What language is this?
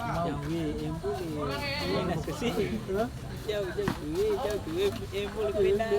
Ambonese Malay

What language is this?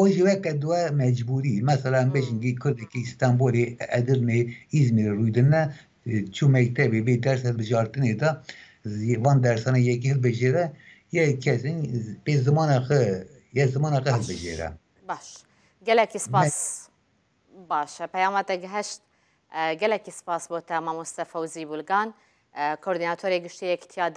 Kurdish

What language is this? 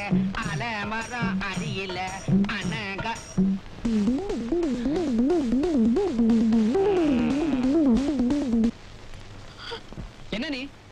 Tamil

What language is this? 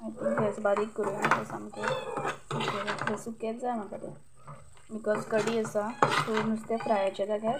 Konkani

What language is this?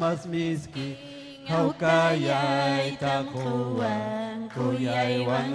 Ayacucho Quechua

